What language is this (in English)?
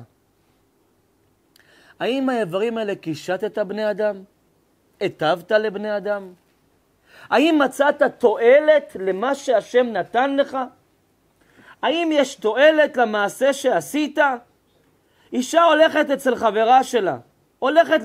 Hebrew